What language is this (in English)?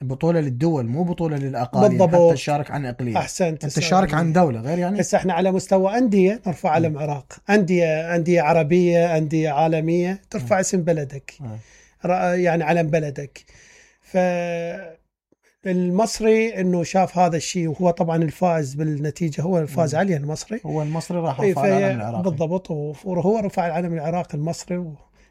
Mesopotamian Arabic